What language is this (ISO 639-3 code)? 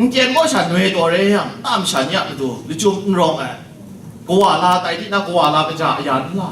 kac